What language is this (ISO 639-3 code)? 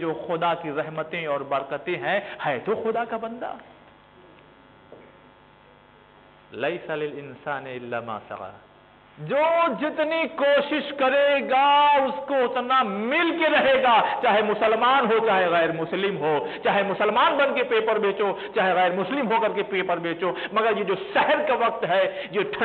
urd